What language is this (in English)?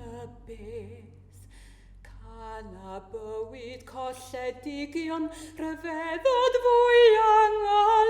Welsh